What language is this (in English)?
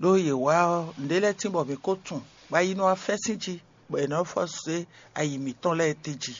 Fon